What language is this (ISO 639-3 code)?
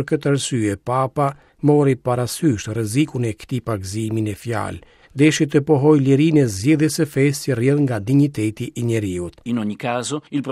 sqi